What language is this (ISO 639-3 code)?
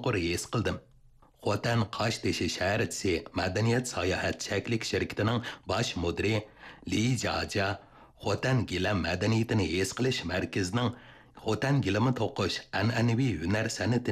uig